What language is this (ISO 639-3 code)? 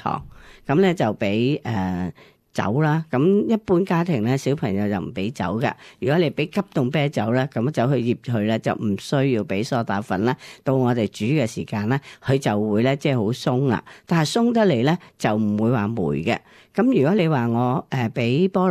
yue